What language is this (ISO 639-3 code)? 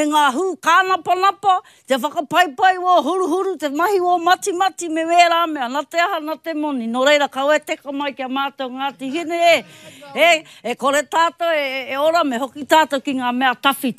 mri